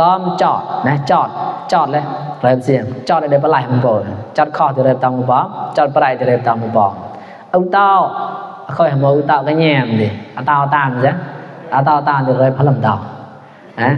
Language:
Mon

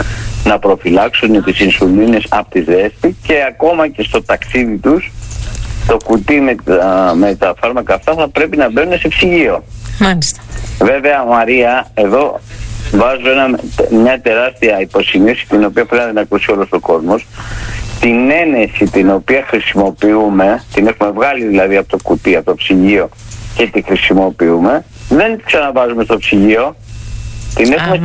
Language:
Greek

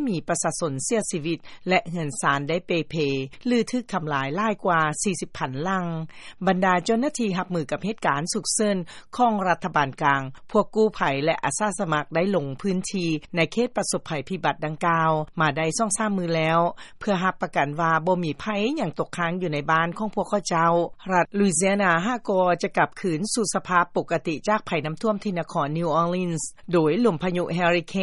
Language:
Lao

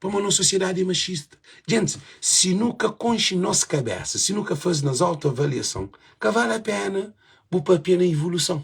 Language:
Kabuverdianu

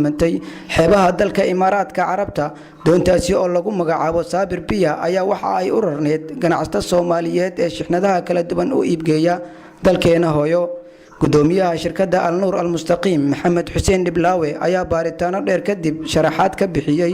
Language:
Somali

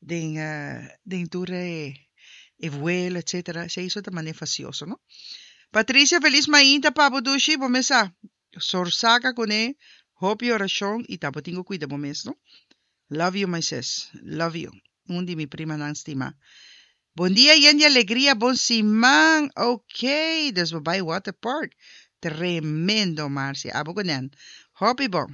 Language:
Papiamento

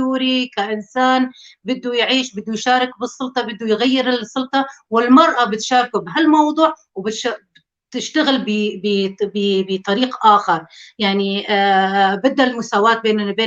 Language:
North Levantine Arabic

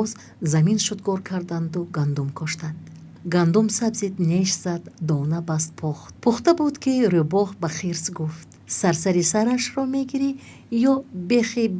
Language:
Tajik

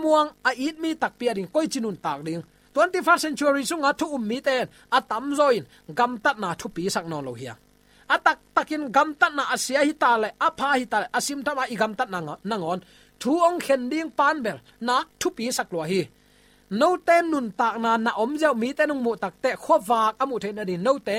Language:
Tedim Chin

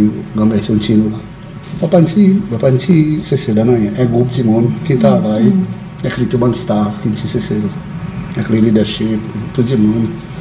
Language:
Seselwa Creole French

